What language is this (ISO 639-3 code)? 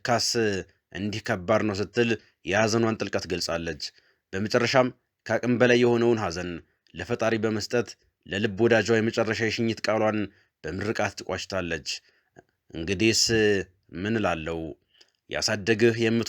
amh